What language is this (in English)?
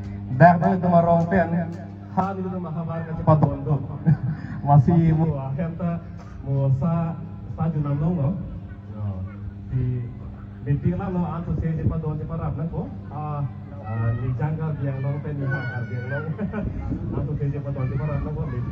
Karbi